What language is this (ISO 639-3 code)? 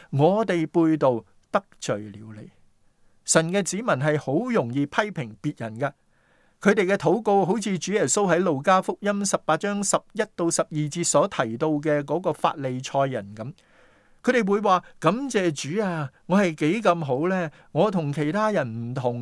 yue